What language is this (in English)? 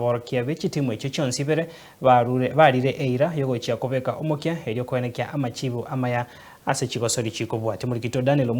Gusii